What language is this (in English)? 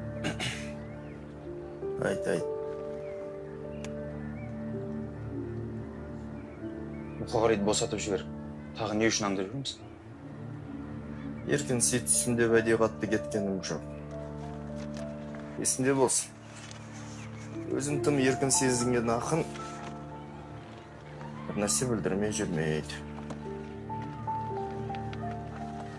Kazakh